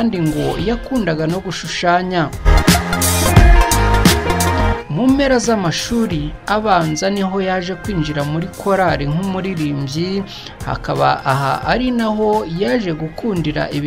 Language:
Kinyarwanda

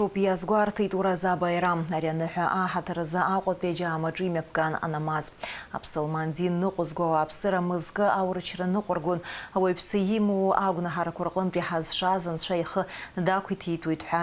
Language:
Abkhazian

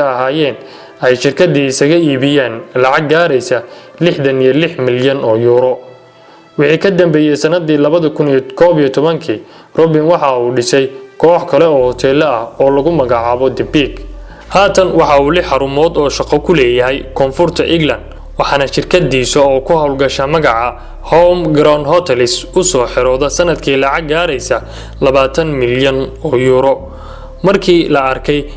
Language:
Somali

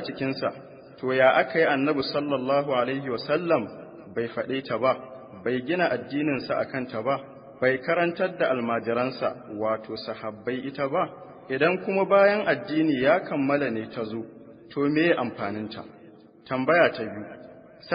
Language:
Hausa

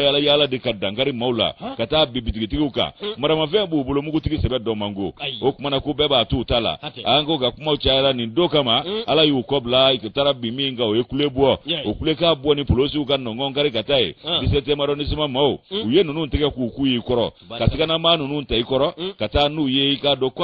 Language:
Bambara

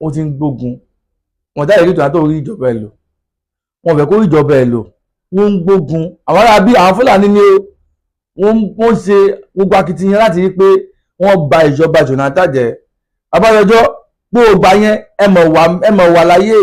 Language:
Yoruba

